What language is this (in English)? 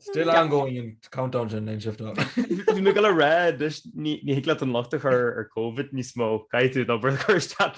Irish